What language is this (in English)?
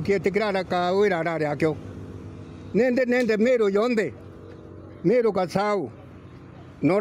Meru